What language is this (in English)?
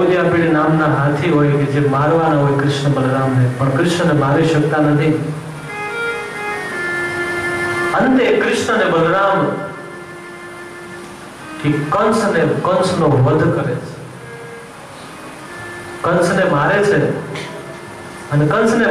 Gujarati